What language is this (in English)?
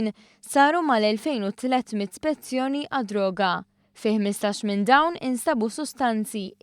Maltese